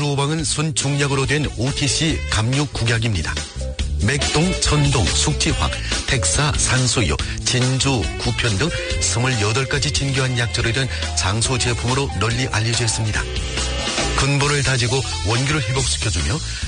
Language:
Korean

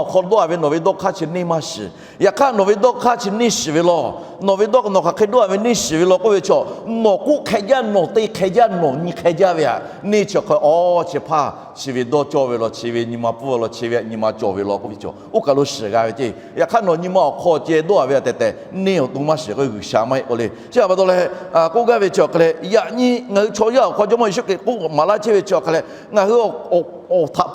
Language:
Lahu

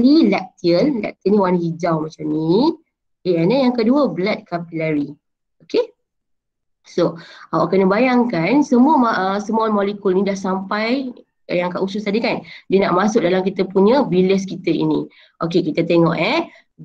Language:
Malay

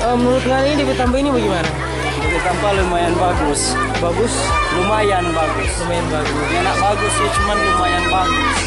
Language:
Manado Malay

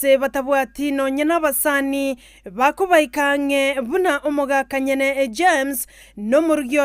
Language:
Gusii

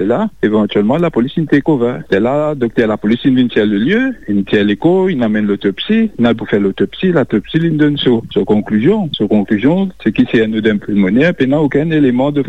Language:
Morisyen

